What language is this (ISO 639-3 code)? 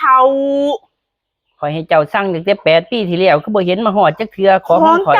tts